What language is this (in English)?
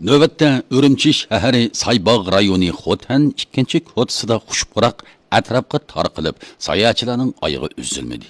Uyghur